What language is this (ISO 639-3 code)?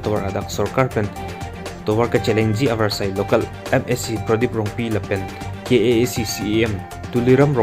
mjw